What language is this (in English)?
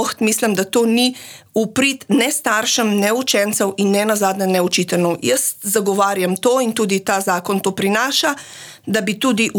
Slovenian